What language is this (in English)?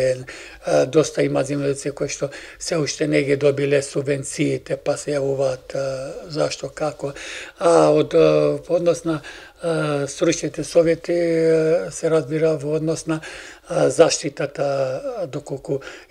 Macedonian